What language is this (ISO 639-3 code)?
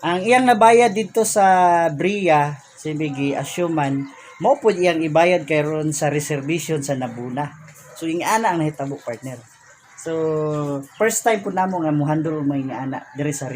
ceb